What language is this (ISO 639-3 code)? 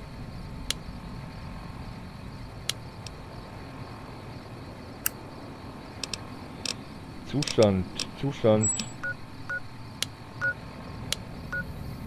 deu